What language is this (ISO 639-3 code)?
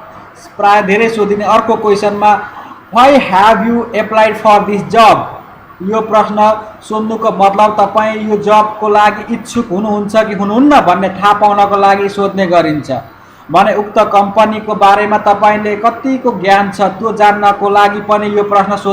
nep